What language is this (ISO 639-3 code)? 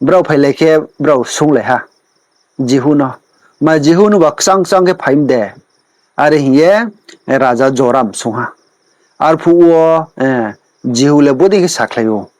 ria